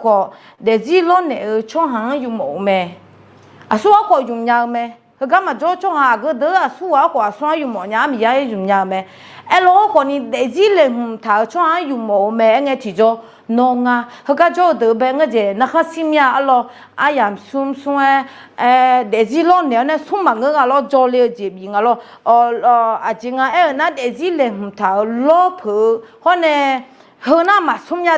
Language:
Akha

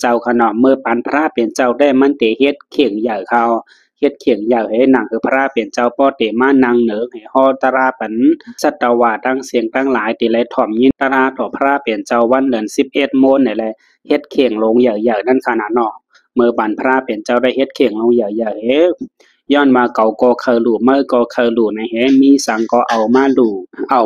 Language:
Shan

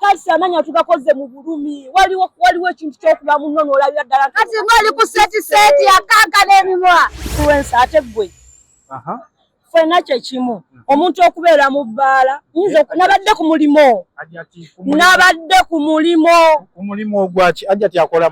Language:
Ganda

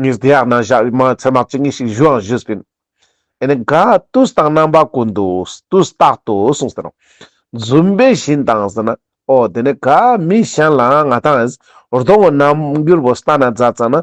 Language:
Ladakhi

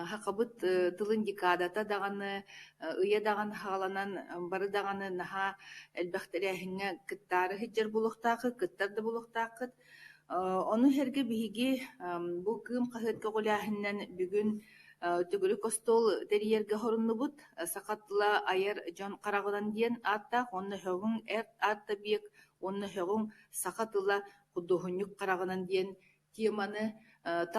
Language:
Yakut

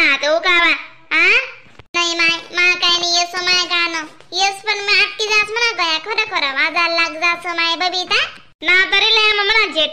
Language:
Khandesi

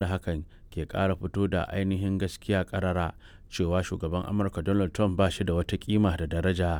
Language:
Hausa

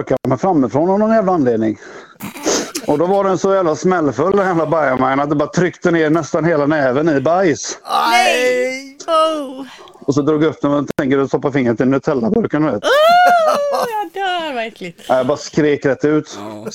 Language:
Swedish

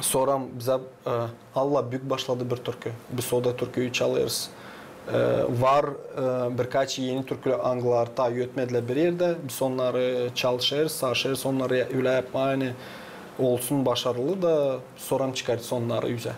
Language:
Gagauz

